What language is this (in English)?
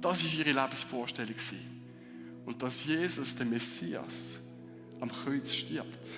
Swiss German